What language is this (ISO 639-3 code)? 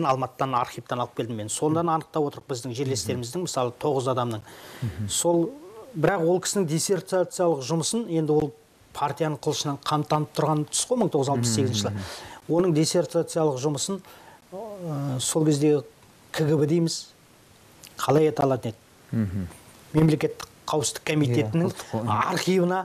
kaz